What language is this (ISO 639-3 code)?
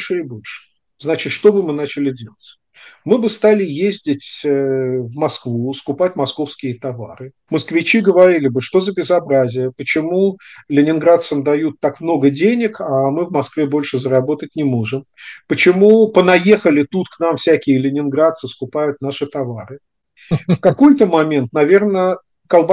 rus